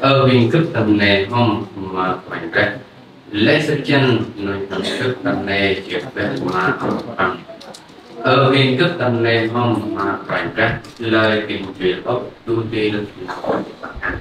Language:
Central Mnong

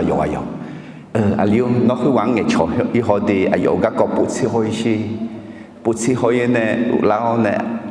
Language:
Akha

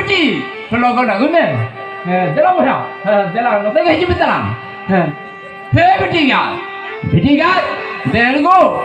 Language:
Santali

